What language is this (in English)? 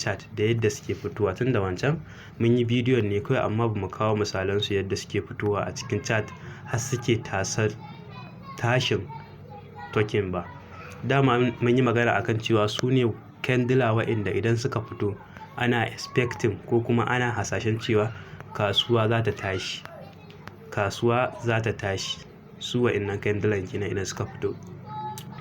Hausa